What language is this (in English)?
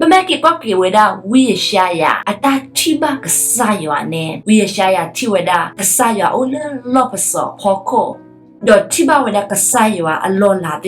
S'gaw Karen